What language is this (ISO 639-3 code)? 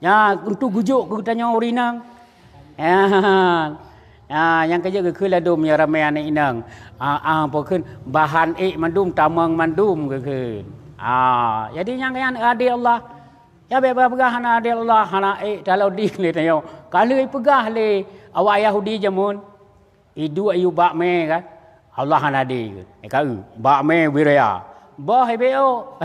ace